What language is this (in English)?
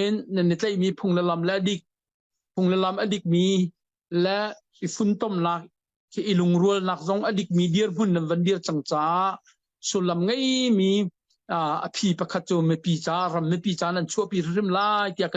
Hakha Chin